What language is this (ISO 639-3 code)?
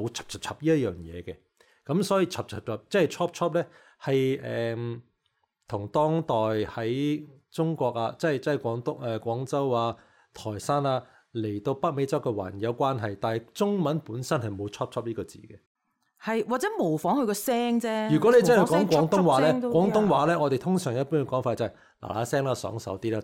yue